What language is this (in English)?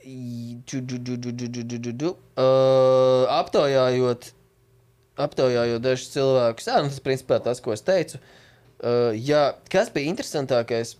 Latvian